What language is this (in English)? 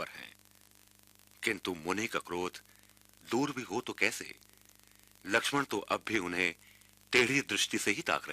Hindi